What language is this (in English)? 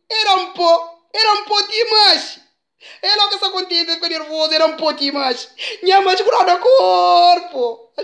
Kabuverdianu